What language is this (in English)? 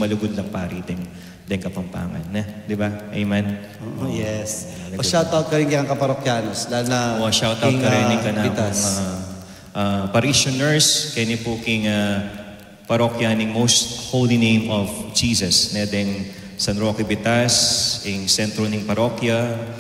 Pampanga